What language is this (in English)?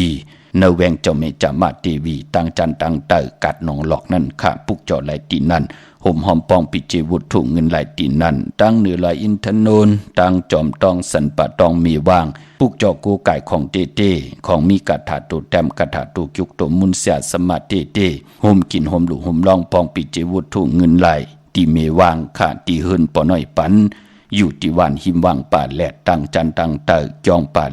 Shan